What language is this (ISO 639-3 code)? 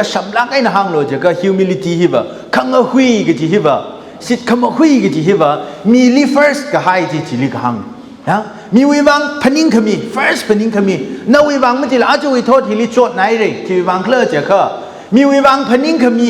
nmf